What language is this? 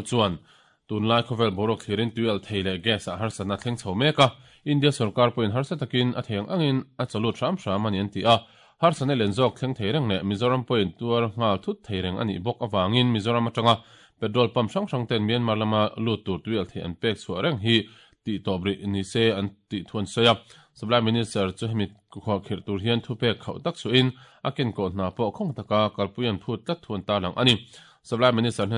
Mizo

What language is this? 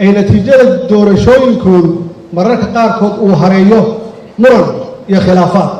Somali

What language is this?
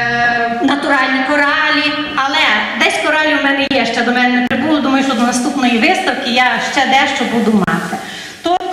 Ukrainian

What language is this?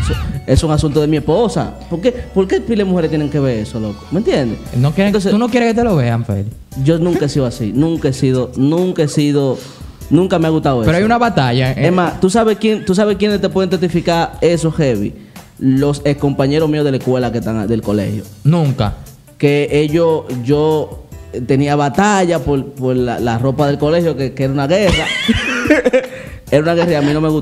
Spanish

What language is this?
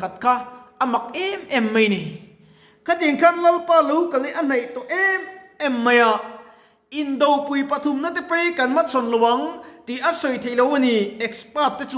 Mizo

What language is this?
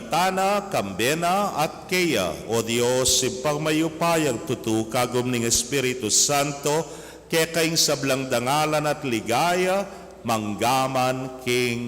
Pampanga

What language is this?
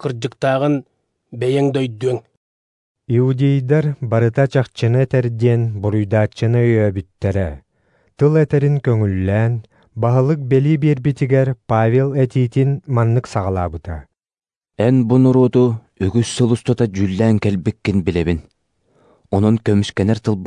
Yakut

